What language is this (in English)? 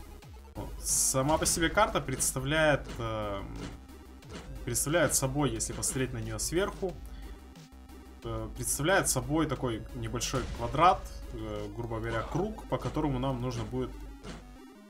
Russian